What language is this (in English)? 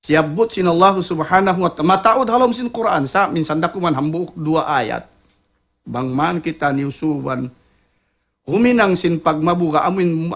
Tausug